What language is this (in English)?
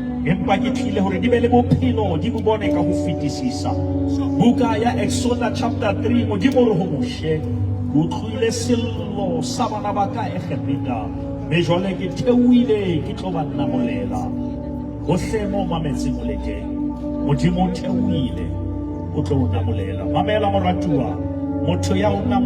Southern Sotho